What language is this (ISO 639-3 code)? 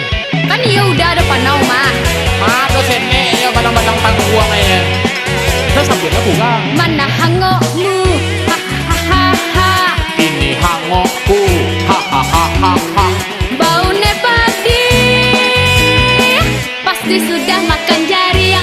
min